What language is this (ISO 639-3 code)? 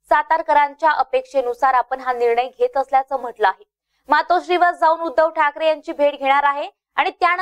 mar